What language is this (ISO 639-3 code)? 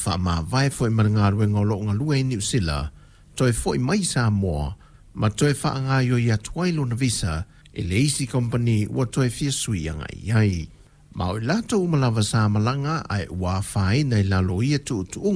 smo